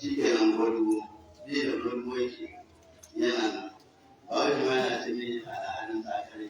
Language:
Hausa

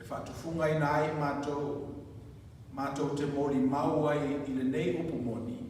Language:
Samoan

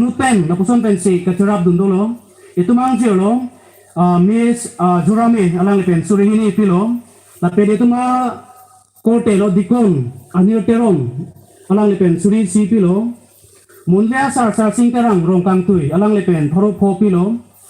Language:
Karbi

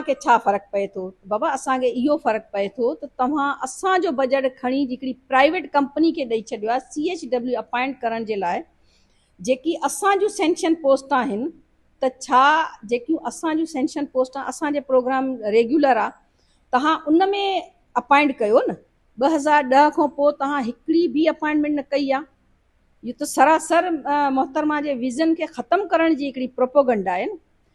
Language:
Sindhi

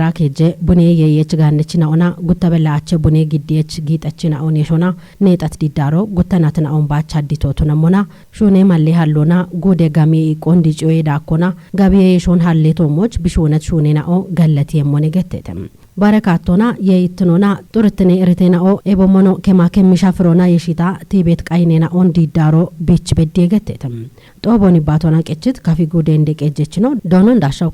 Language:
Kafa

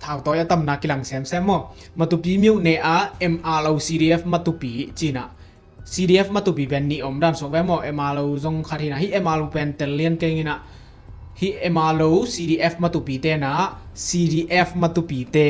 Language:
Tedim Chin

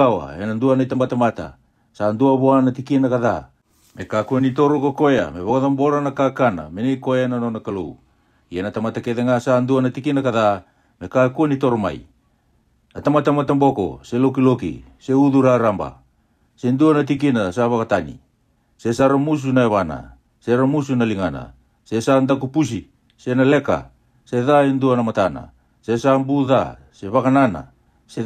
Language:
Fijian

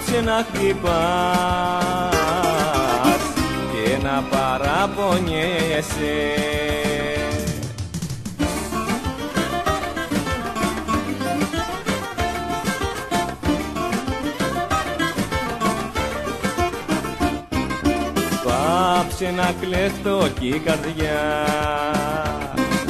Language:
Greek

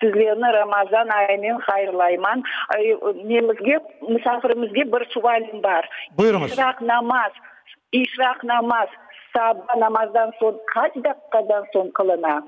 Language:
Crimean Tatar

